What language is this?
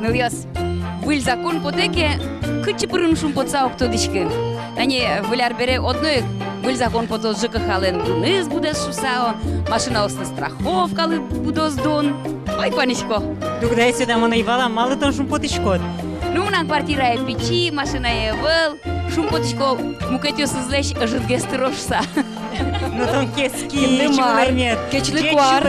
Udmurt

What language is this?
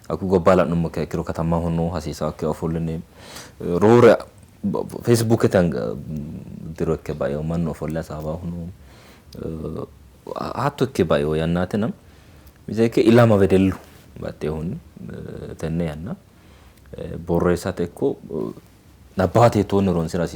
Sidamo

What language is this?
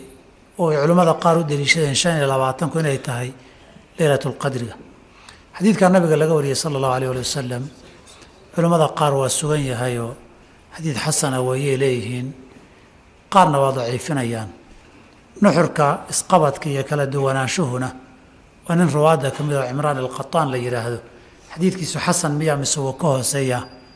Somali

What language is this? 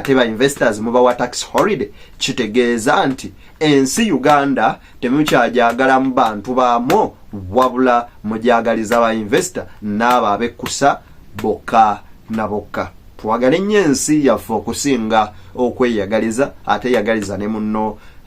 Ganda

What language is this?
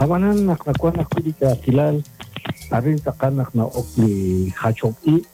Kekchí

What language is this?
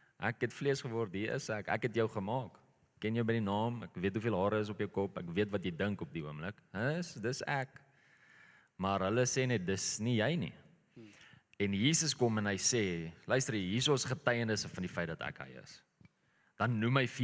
Afrikaans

